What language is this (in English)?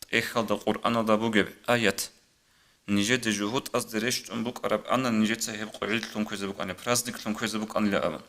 Avaric